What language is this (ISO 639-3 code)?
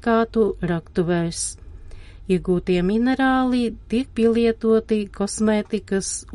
lav